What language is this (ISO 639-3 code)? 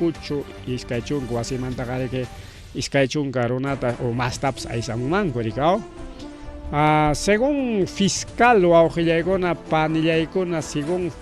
quy